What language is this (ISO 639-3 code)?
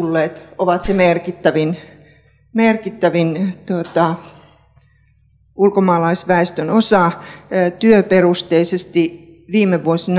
fin